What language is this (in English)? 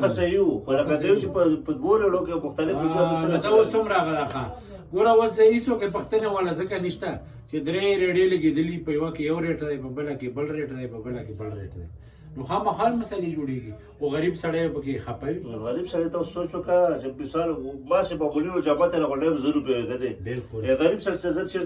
Pashto